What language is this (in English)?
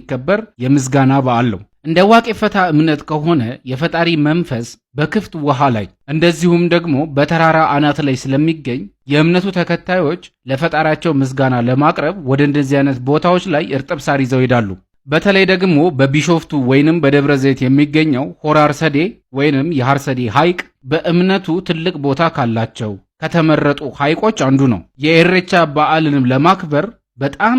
Amharic